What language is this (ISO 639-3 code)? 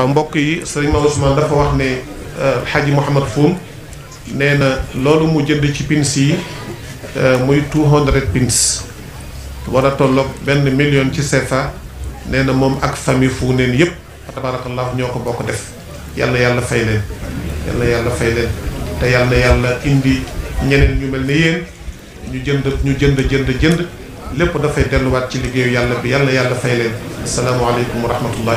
wol